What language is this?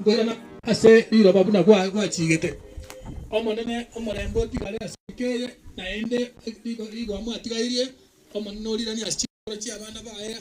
Gusii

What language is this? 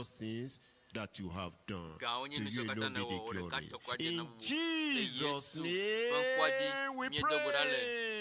Ewe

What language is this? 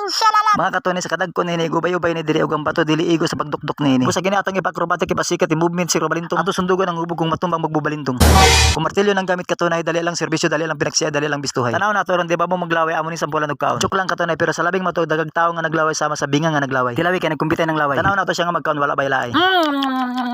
Cebuano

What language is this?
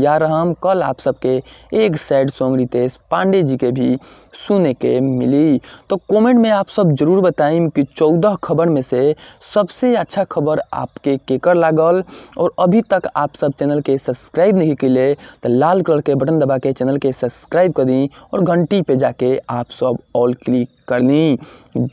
Bhojpuri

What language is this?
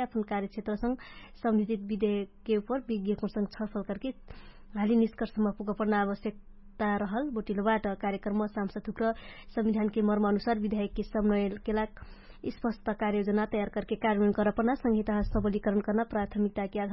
Dangaura Tharu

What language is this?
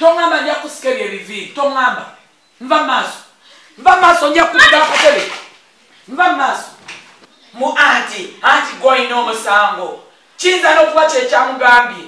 Ganda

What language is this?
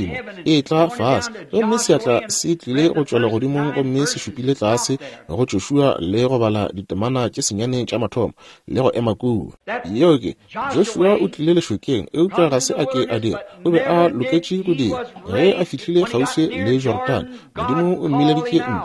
Northern Sotho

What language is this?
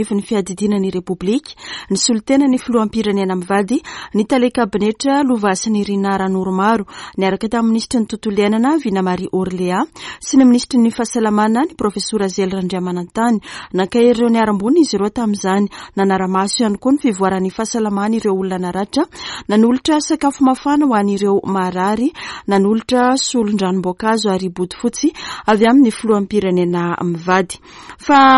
Malagasy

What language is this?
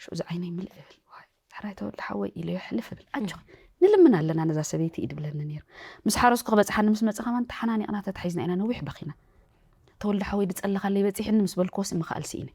Tigrinya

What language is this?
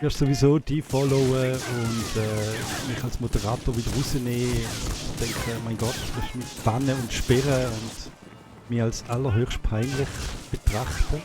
Swiss German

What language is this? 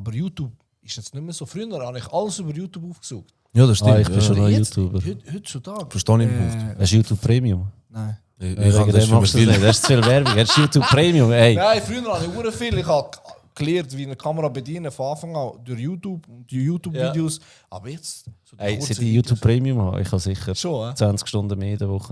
Swiss German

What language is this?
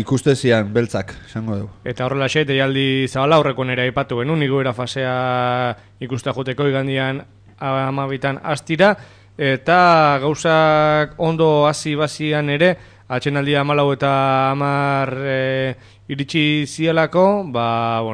Basque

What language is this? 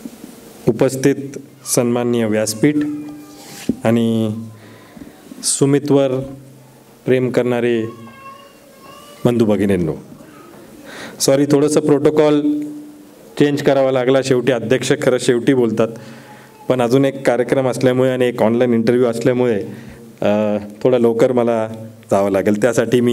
Marathi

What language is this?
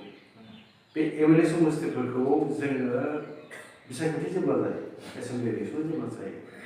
Bodo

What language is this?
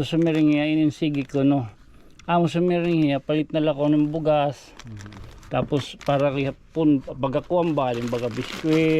Waray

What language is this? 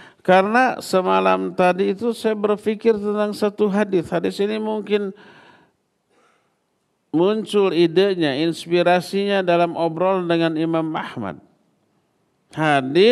Indonesian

